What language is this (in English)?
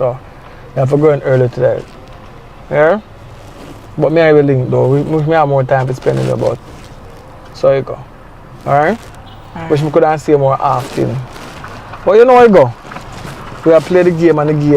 Jamaican Creole English